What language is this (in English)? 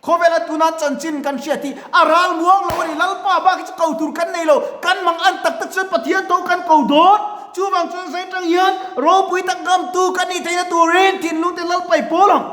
Mizo